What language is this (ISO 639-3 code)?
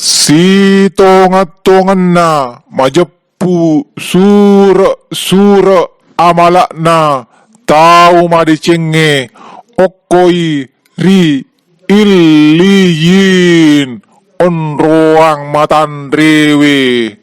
bug